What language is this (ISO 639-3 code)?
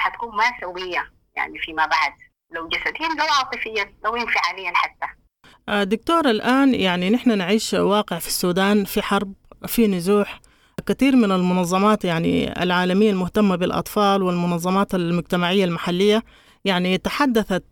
apd